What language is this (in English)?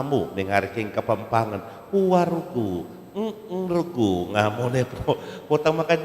Pampanga